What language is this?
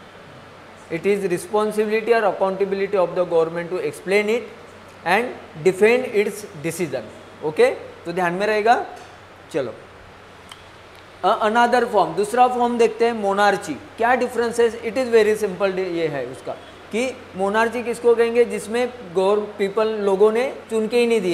Hindi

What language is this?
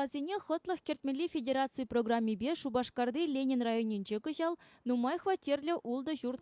Chuvash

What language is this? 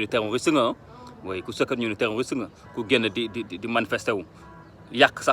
Wolof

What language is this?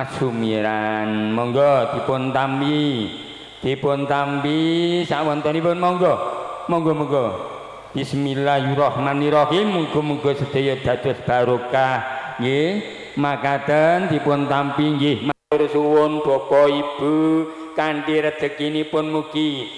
Javanese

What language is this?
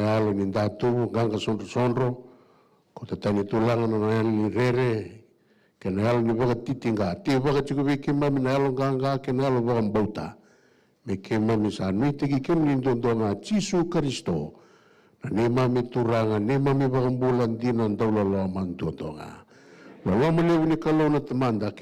Fijian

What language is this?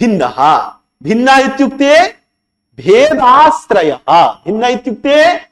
Sanskrit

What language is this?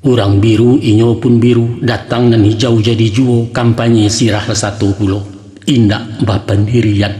Minangkabau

